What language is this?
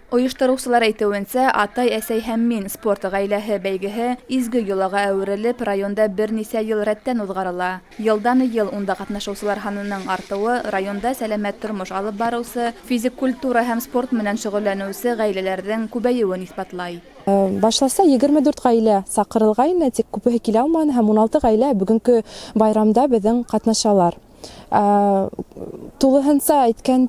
Bashkir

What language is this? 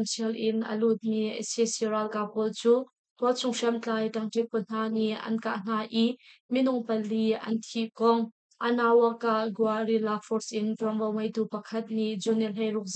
Hakha Chin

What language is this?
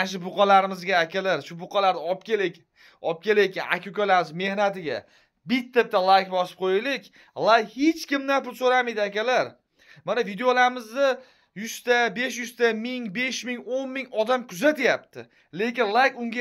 Uzbek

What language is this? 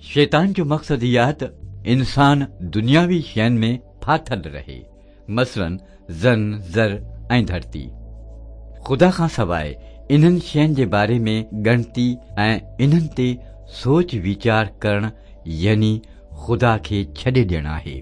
Sindhi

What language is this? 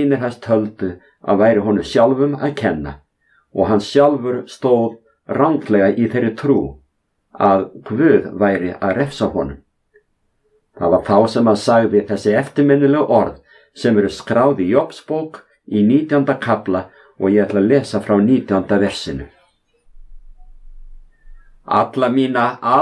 Icelandic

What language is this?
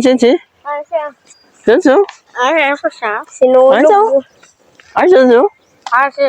Cebuano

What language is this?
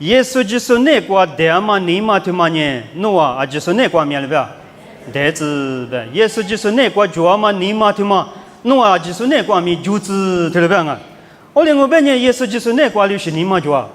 Lisu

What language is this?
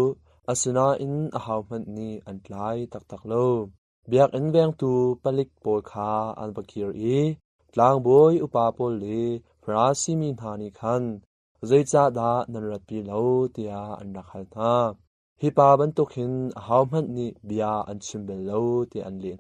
Hakha Chin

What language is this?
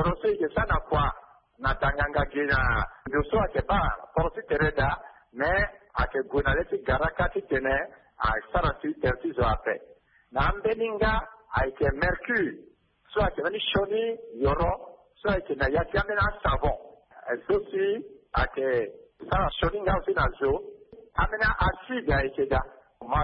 Sango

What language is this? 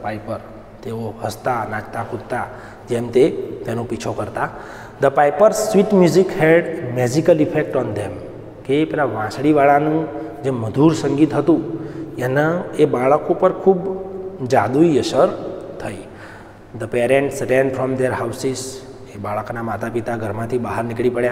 Gujarati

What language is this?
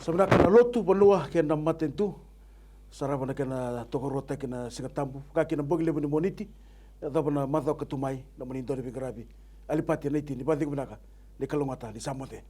Fijian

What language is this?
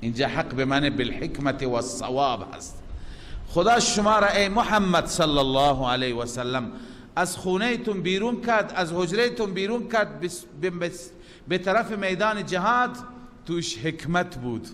Persian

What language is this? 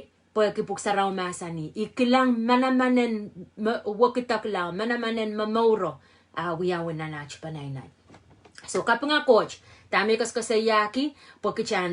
Pohnpeian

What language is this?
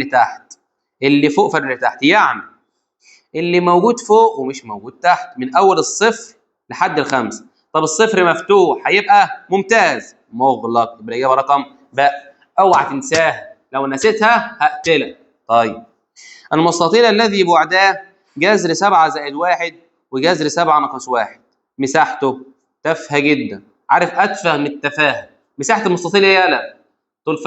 Egyptian Arabic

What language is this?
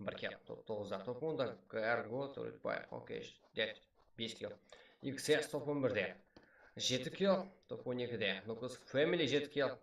Kara-Kalpak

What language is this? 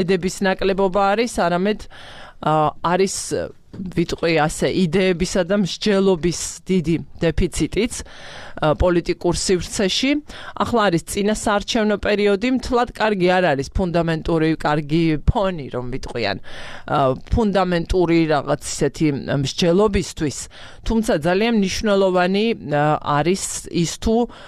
Georgian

